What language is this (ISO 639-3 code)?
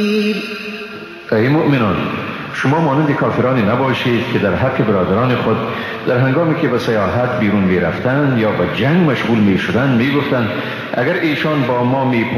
fas